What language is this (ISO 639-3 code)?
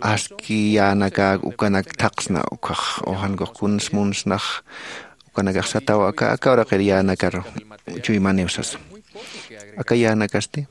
aym